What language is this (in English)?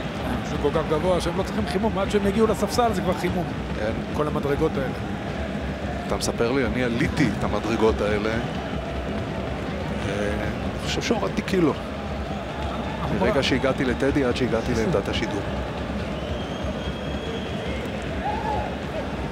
Hebrew